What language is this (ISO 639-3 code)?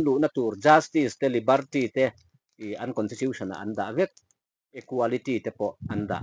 lus